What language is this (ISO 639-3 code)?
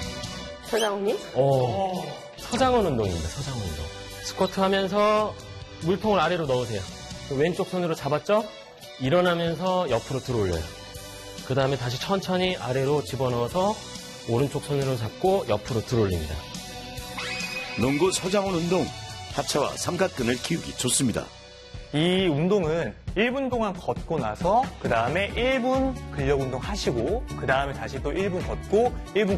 kor